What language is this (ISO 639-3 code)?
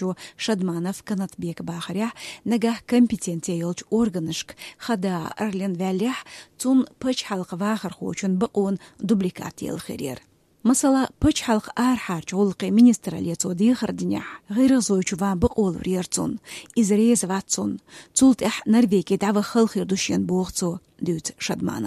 che